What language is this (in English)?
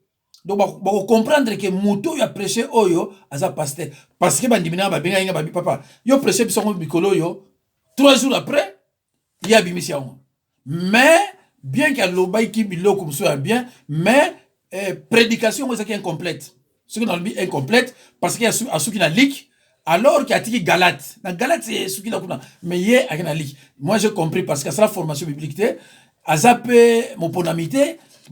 Lingala